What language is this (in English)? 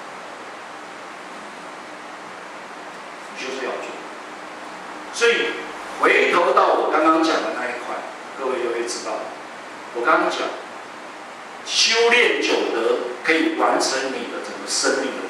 Chinese